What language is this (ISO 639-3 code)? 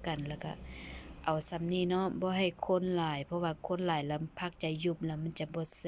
lao